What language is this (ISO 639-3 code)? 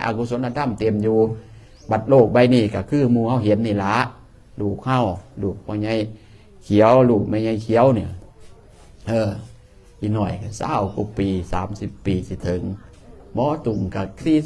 tts